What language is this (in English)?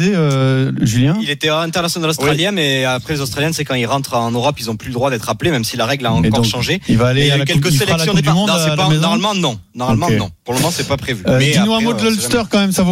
French